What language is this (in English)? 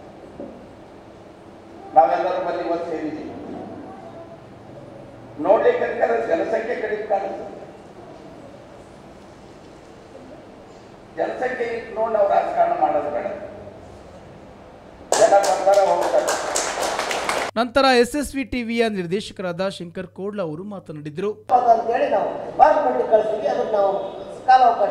Kannada